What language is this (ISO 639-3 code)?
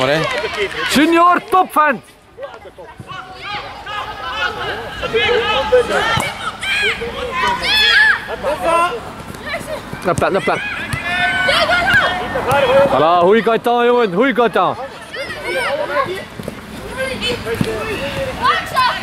nld